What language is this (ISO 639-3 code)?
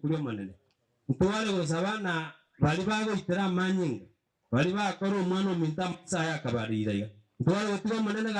guz